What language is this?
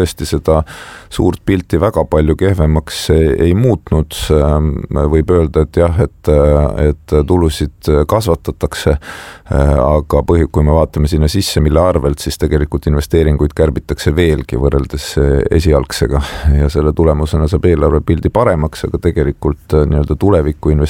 Estonian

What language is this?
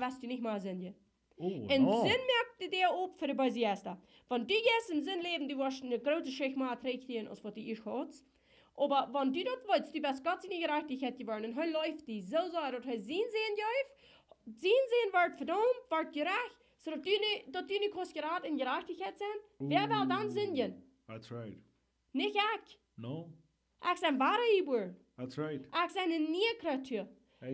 Plautdietsch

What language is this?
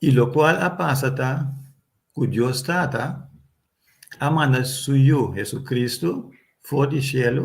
Papiamento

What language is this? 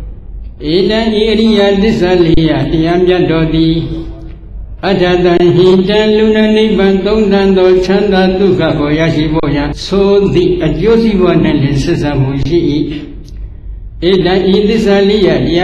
Burmese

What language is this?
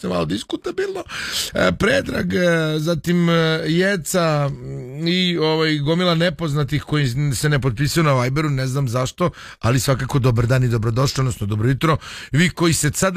Serbian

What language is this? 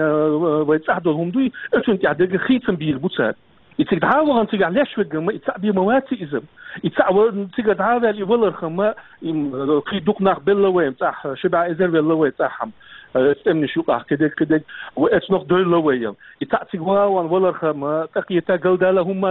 Chechen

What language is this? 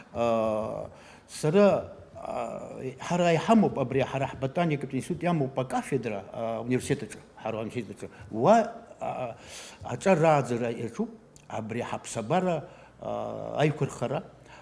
Abkhazian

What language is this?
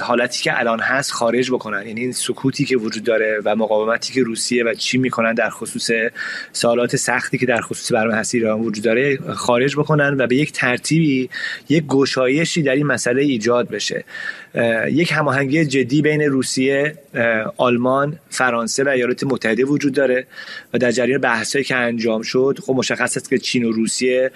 Persian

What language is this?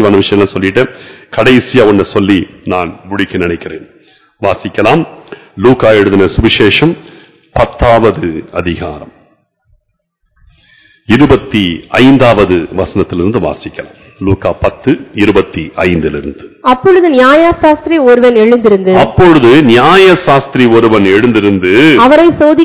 Tamil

